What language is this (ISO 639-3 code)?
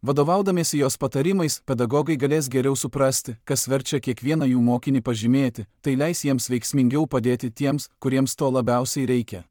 lit